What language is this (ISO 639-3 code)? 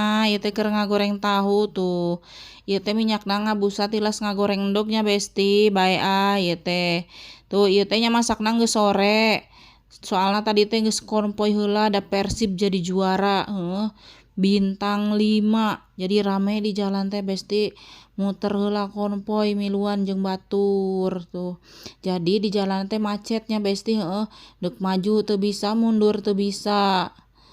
sun